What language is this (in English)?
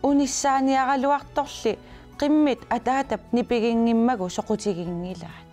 Kalaallisut